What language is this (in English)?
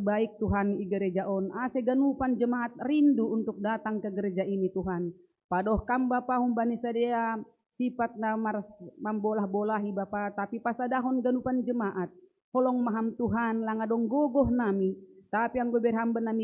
Batak Simalungun